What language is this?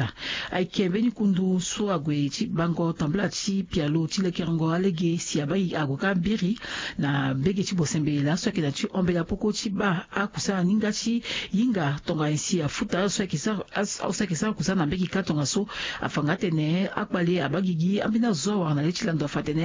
Sango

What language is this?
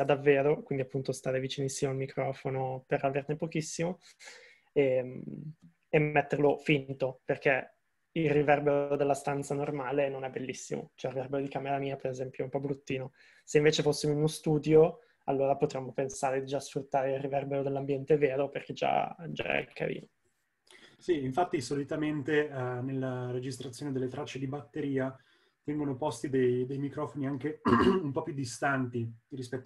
Italian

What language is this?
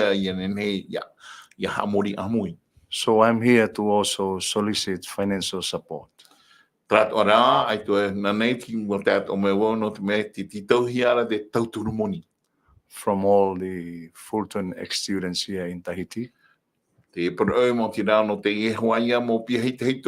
Tahitian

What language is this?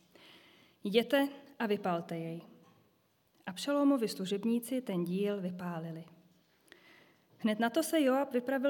Czech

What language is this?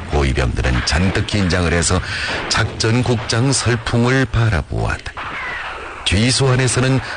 Korean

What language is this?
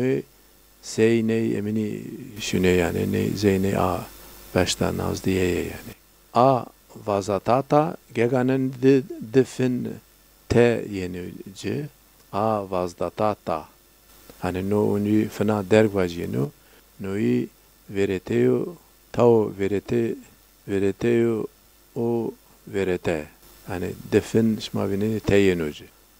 Zaza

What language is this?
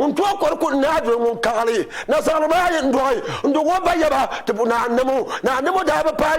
Dagbani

